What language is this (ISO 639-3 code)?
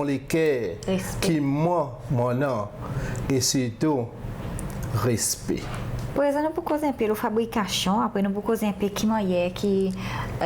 crs